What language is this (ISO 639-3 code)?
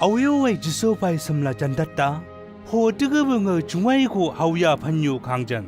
nbc